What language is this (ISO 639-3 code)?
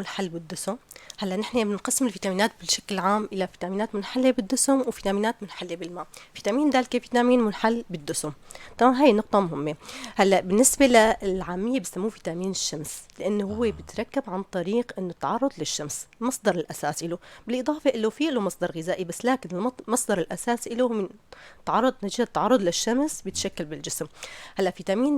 apc